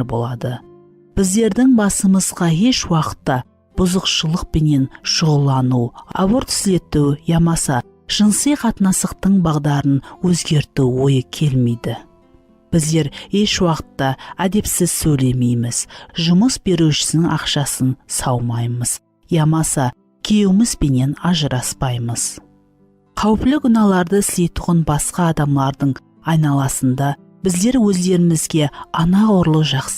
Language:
Kara-Kalpak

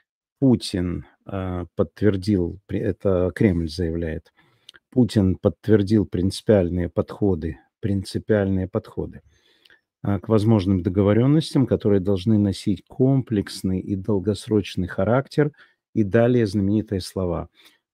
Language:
Russian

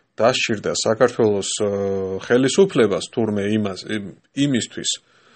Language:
Georgian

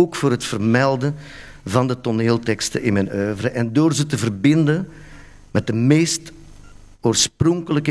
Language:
Dutch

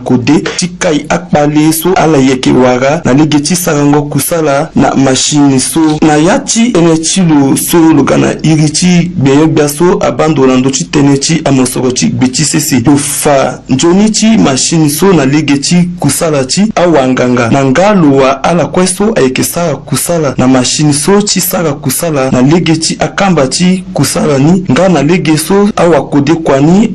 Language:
Sango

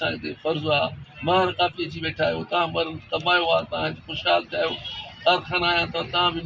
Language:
Sindhi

